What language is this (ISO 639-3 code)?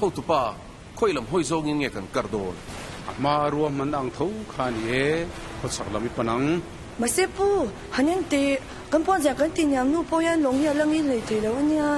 lus